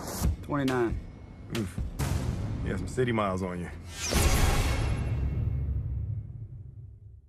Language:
Finnish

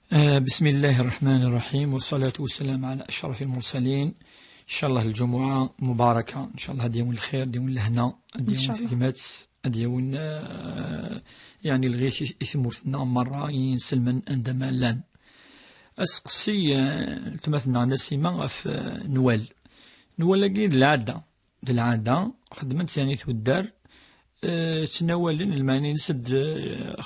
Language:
Kabyle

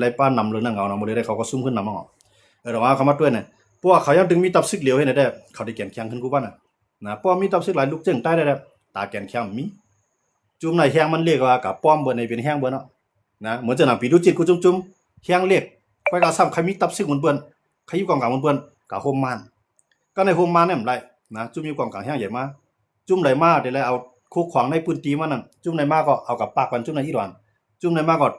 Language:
Shan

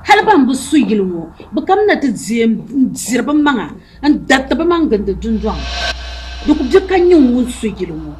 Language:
Dagbani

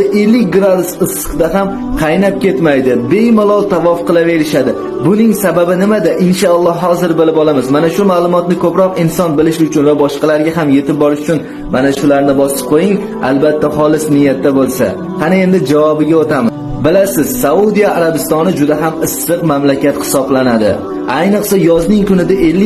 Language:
Uzbek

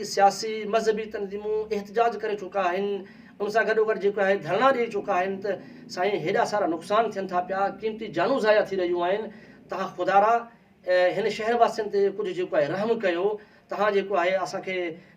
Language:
Sindhi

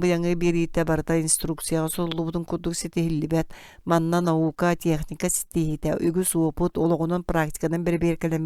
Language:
Yakut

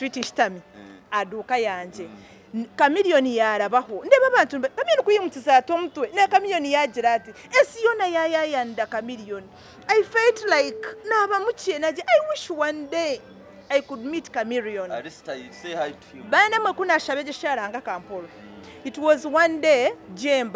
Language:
Nyankole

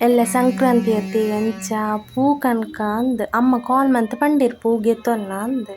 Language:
Tulu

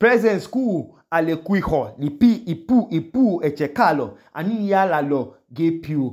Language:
Idoma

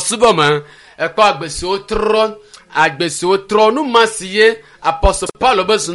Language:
Ewe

